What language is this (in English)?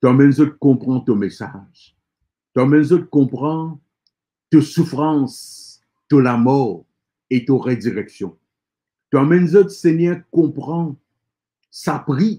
Morisyen